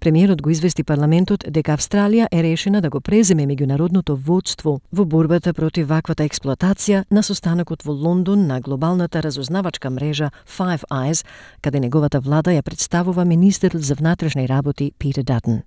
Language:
Macedonian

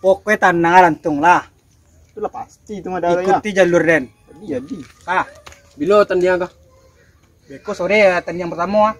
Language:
Minangkabau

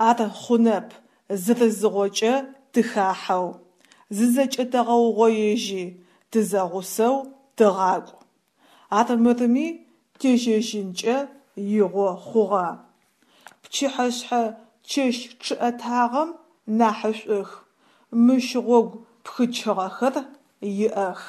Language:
Adyghe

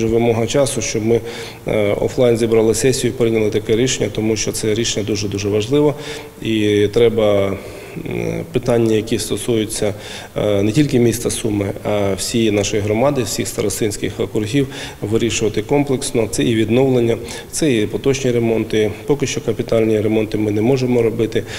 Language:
Ukrainian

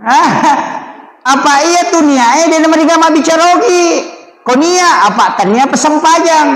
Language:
Buginese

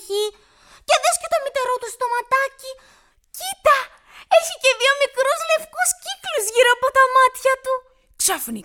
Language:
Greek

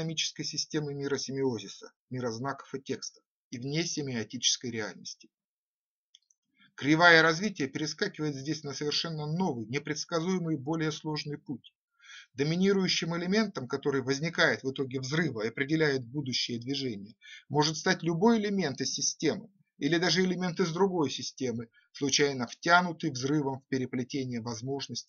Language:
Russian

